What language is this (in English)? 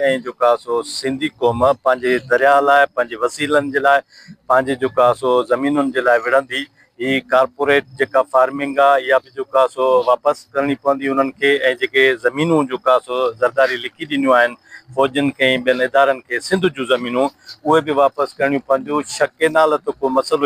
Sindhi